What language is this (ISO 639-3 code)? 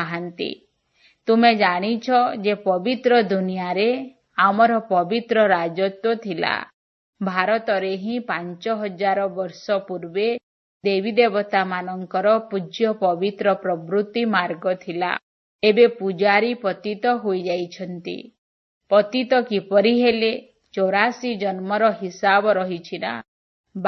ori